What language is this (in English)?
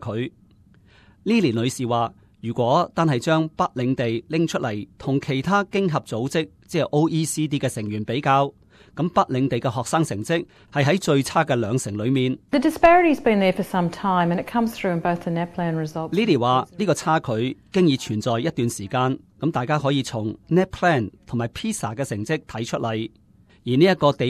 Cantonese